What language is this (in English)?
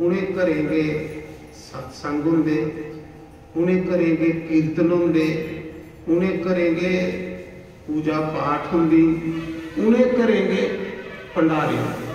Dogri